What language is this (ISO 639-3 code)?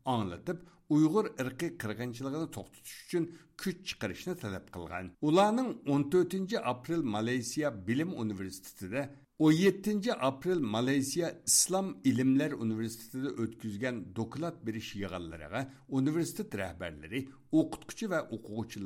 uig